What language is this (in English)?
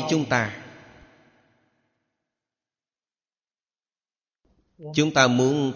Vietnamese